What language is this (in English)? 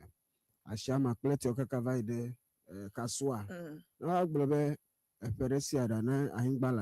Ewe